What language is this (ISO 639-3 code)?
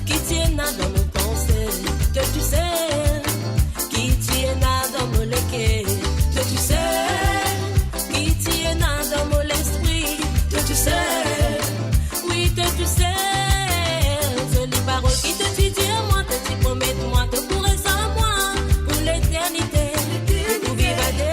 mfe